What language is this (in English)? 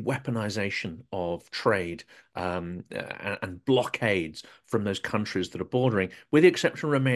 English